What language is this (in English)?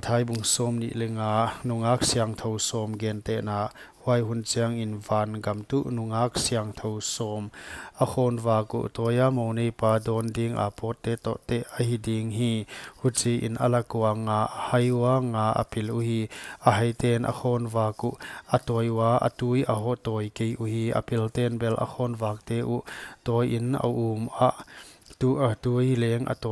Paite Chin